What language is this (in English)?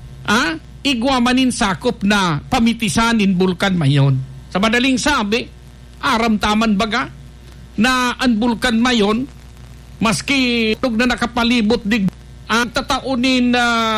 Bikol